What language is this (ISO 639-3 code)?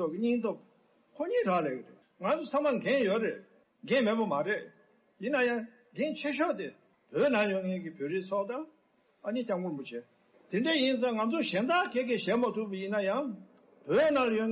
bod